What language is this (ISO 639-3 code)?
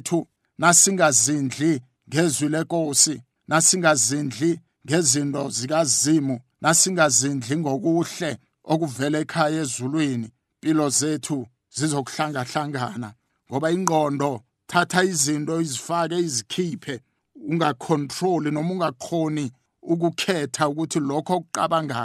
nbl